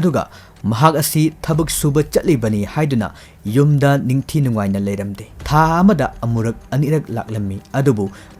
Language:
Manipuri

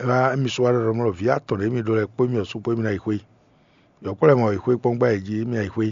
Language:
Fon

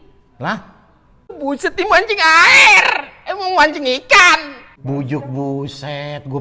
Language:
Betawi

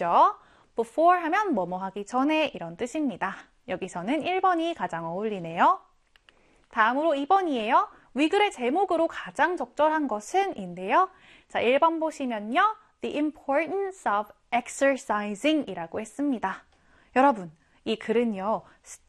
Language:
Korean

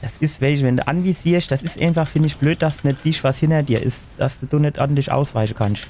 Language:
Palatine German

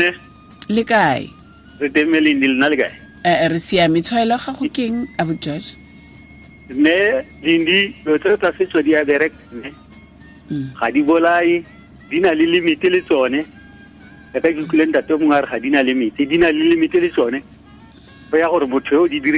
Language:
Tswana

